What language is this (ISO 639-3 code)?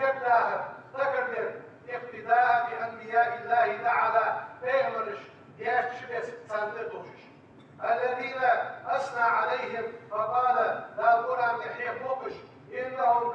inh